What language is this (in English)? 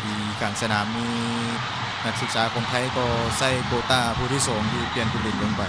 Lao